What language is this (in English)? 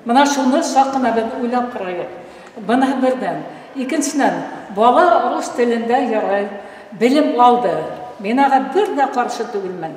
Bashkir